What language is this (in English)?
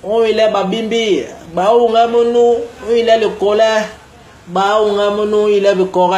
Basaa